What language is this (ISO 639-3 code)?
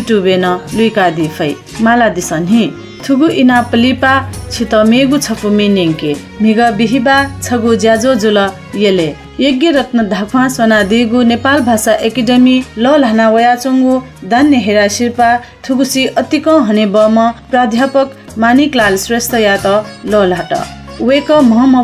new